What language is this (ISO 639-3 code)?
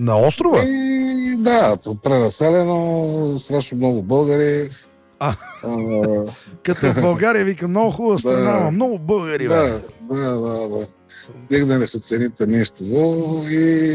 bul